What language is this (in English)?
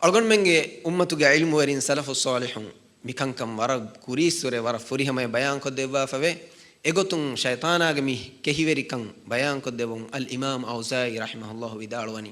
Divehi